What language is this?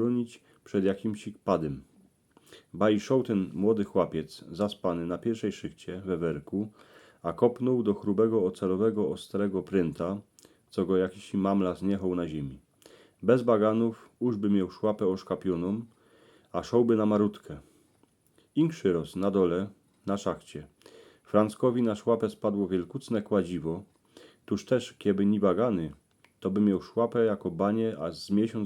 Silesian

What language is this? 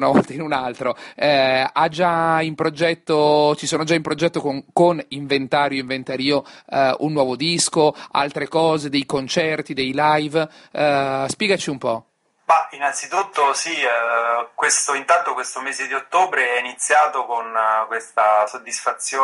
Italian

